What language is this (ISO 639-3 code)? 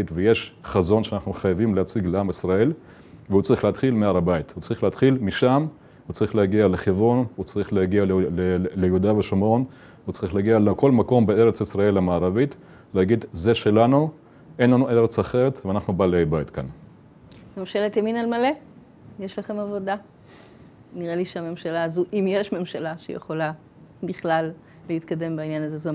heb